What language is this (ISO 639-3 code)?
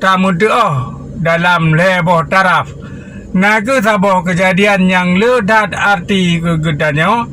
ace